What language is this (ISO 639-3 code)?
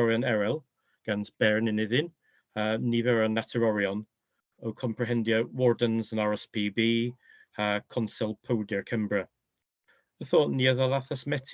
cor